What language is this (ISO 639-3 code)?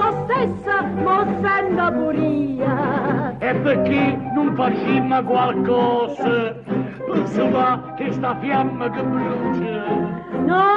nap